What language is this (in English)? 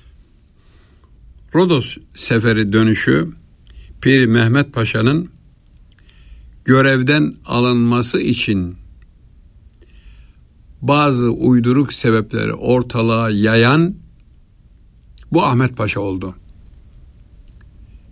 Turkish